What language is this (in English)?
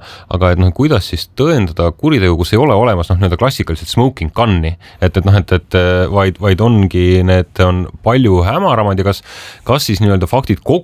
Estonian